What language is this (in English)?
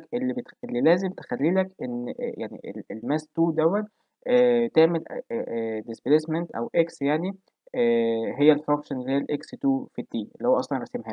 Egyptian Arabic